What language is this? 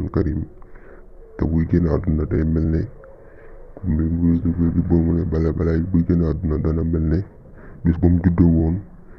Wolof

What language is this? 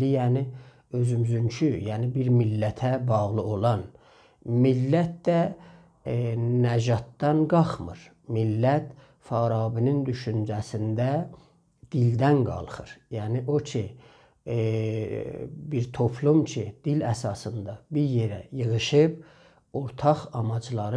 South Azerbaijani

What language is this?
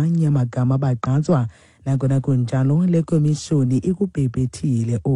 Xhosa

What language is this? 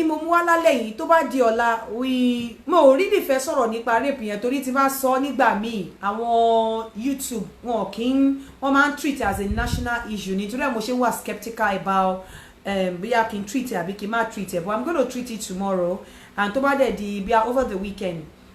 Yoruba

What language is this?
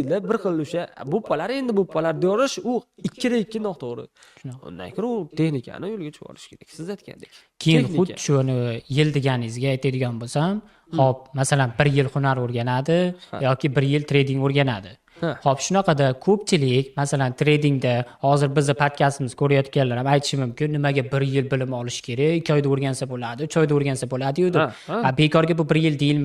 Uzbek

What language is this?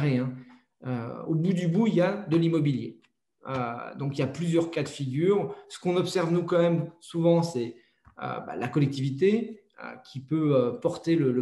French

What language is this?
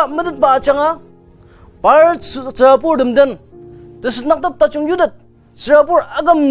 Ao Naga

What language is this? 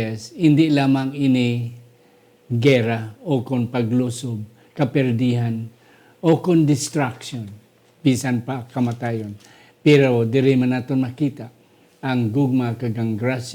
Hiligaynon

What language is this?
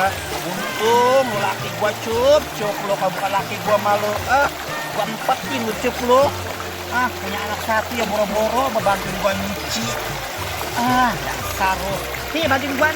Betawi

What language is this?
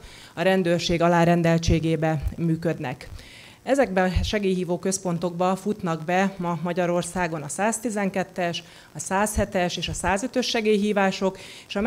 Hungarian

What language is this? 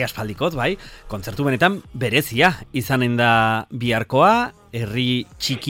Basque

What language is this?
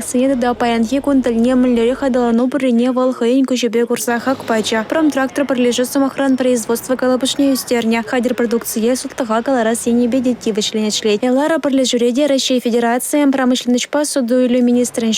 Chuvash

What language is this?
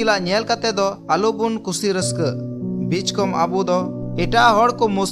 Santali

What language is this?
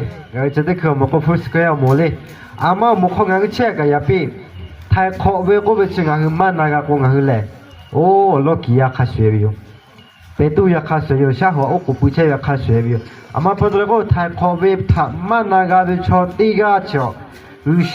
Lahu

